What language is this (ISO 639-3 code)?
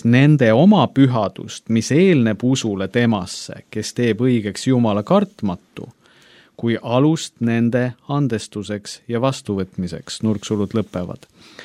est